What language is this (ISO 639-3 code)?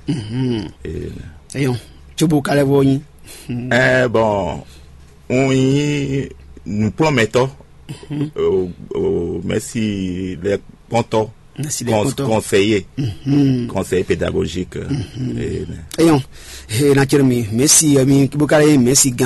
fon